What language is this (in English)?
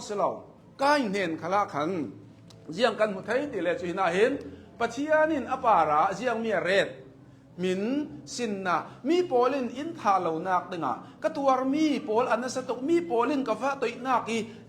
Hakha Chin